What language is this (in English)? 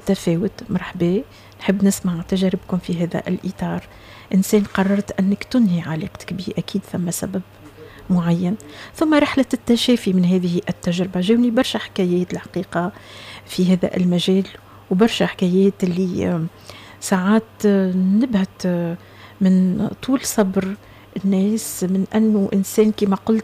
Tunisian Arabic